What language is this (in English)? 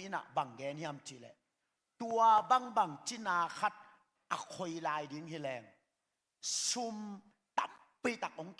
Tedim Chin